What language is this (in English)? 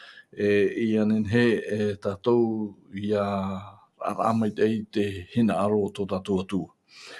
Tahitian